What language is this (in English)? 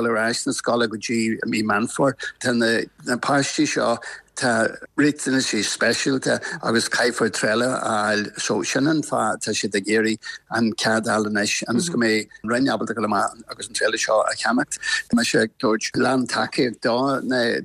Irish